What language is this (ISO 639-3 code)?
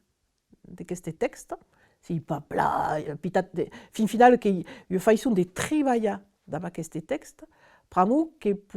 oci